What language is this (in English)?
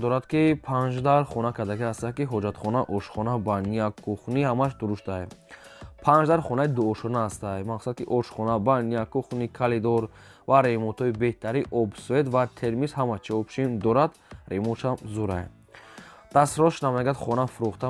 Tajik